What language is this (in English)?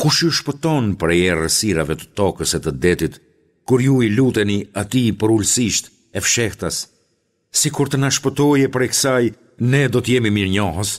Albanian